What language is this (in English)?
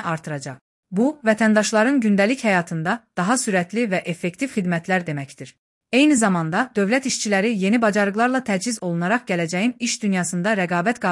Azerbaijani